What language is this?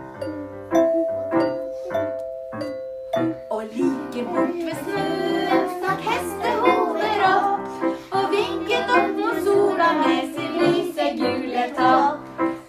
Norwegian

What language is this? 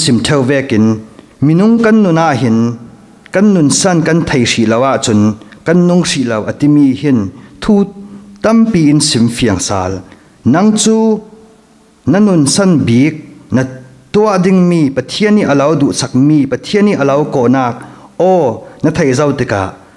Falam Chin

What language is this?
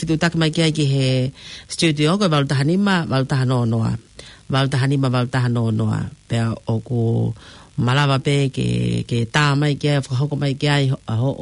Tongan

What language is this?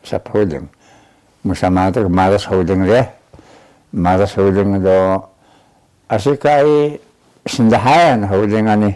Taroko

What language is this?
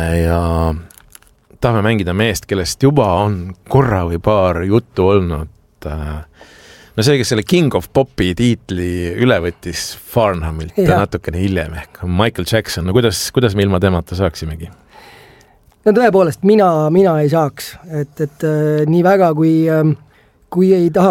Estonian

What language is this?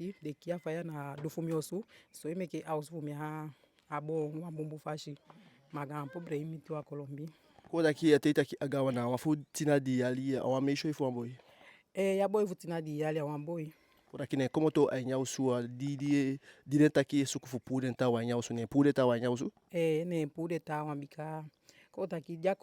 Eastern Maroon Creole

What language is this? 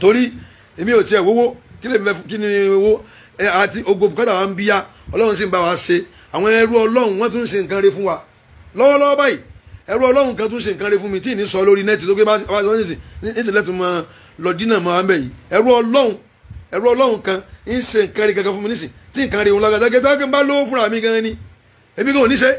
Yoruba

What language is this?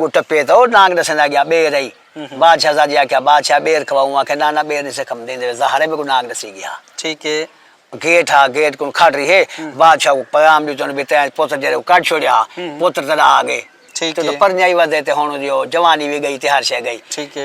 Saraiki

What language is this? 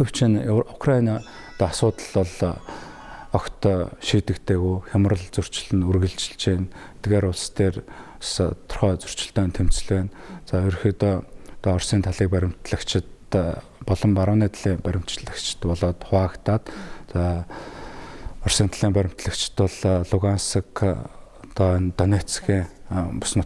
Mongolian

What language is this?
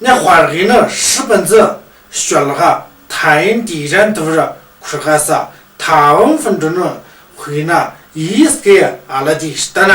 Tu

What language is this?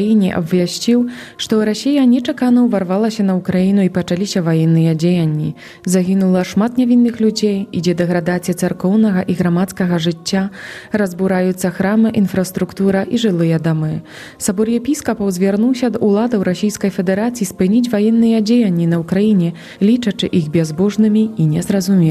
Belarusian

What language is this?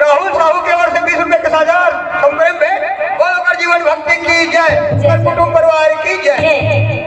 Chhattisgarhi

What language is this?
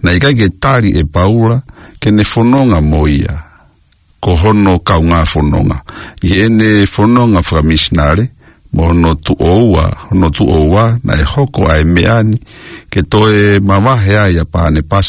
Tongan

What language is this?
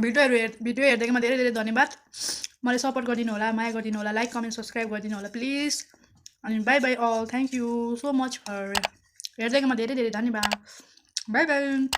Nepali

